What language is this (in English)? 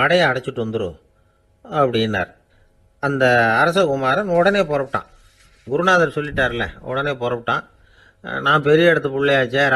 Tamil